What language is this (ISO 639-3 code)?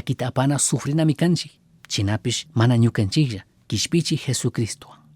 qug